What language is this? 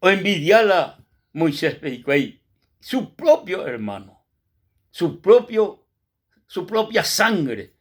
Guarani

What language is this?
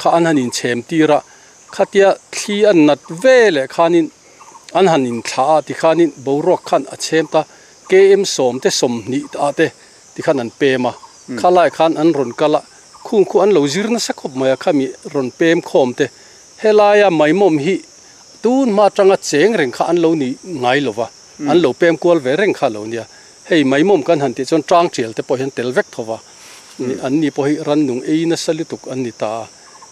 Mizo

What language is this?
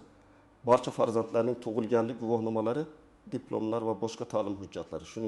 Uzbek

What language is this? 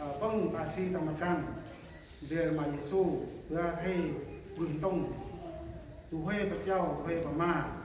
Central Mnong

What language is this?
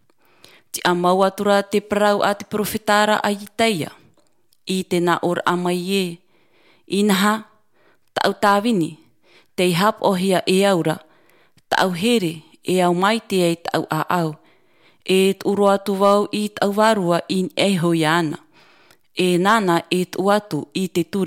Tahitian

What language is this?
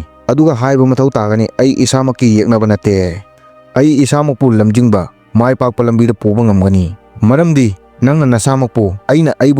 Manipuri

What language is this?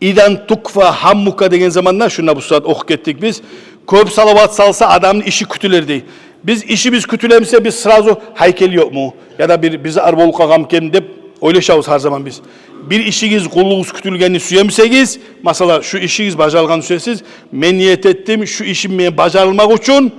Kumyk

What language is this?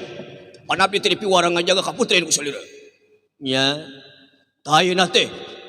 Sundanese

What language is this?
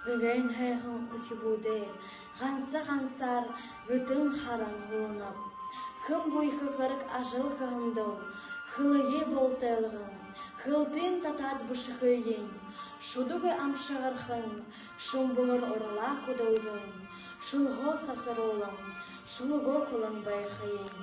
Buriat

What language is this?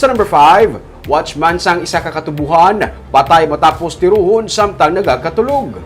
Hiligaynon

